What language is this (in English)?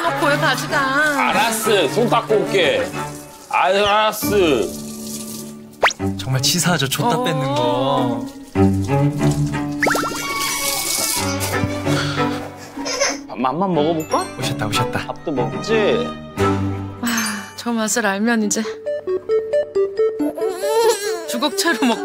Korean